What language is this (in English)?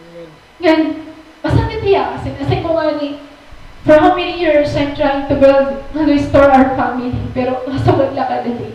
Waray